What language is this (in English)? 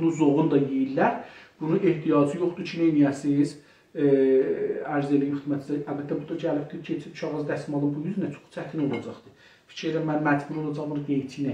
South Azerbaijani